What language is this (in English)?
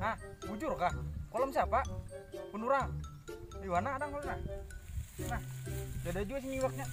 Banjar